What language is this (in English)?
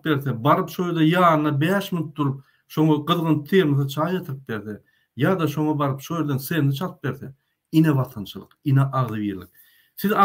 Turkmen